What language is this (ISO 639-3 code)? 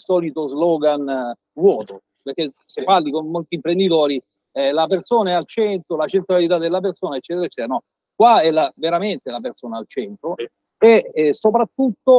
ita